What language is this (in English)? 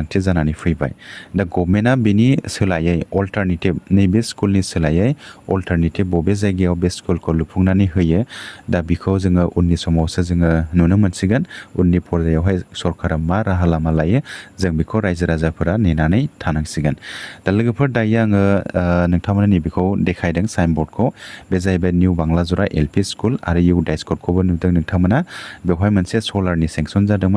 Bodo